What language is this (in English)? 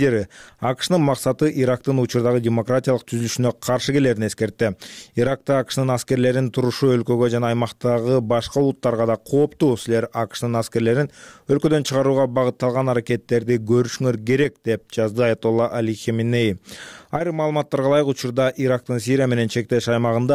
Kyrgyz